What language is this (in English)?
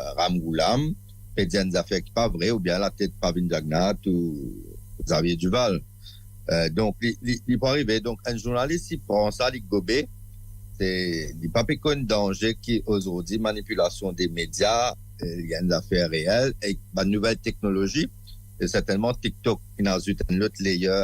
Morisyen